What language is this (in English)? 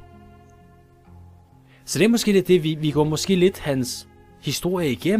Danish